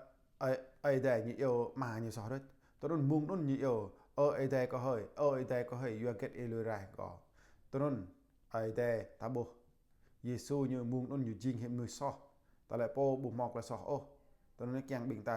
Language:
Jarai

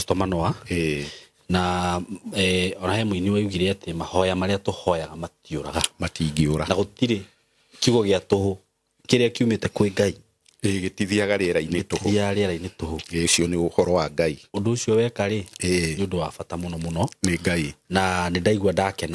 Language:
Kikuyu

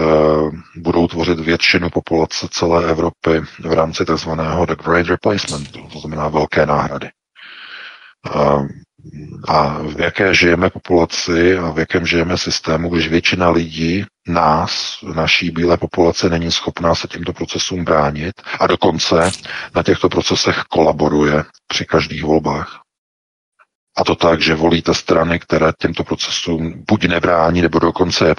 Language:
Czech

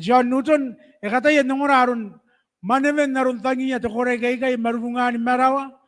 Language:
Gilbertese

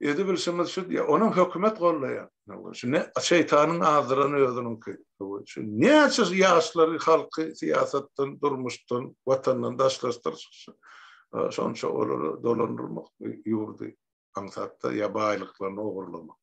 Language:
Turkmen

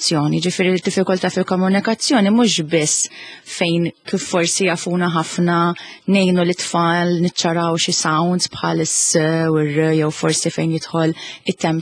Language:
Maltese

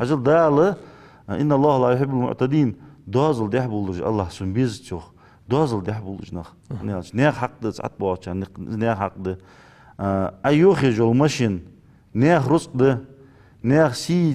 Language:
Ingush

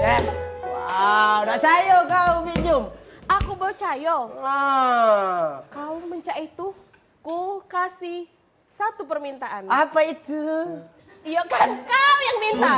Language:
Musi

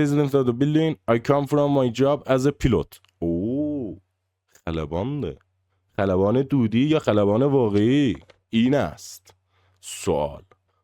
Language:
South Azerbaijani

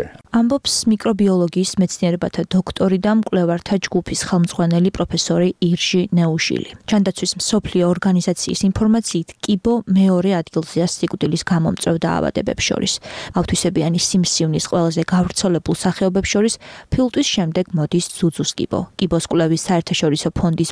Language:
Georgian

